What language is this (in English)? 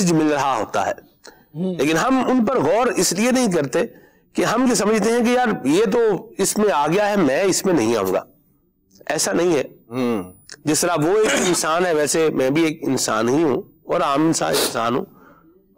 Urdu